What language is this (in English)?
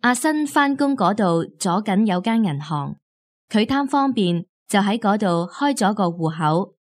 Cantonese